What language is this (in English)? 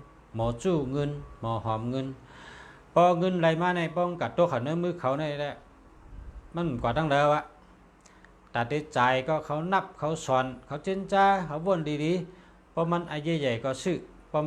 Shan